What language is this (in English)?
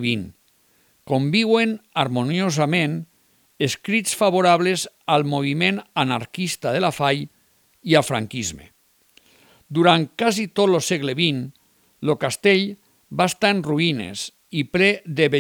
Catalan